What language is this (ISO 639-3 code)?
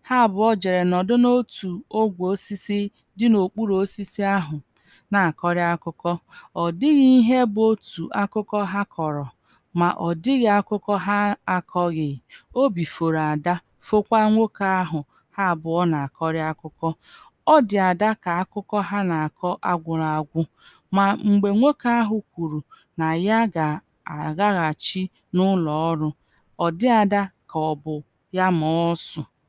ibo